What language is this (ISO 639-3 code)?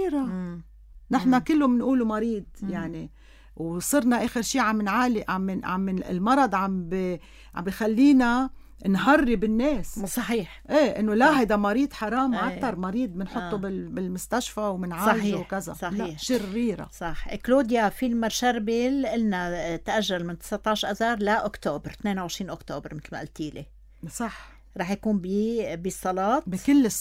apc